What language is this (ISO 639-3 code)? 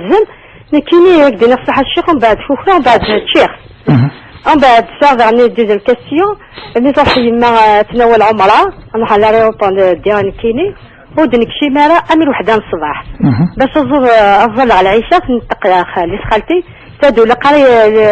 kab